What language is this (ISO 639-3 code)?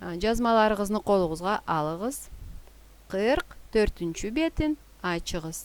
krc